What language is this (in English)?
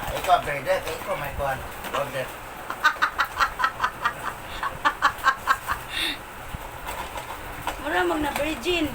Cebuano